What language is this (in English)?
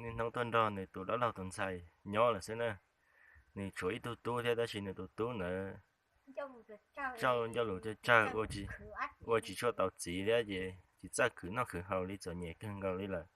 Hmong